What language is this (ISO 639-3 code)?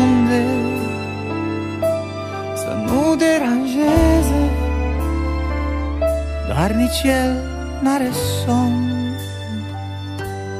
ron